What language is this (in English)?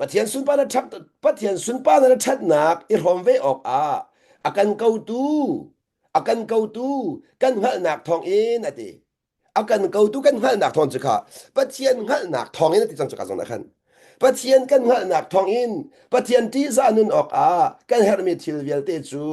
Hakha Chin